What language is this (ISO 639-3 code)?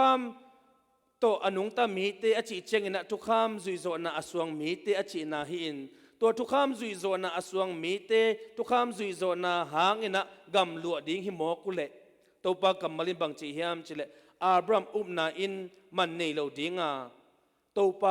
ctd